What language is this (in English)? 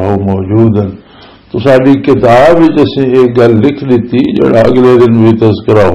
Western Panjabi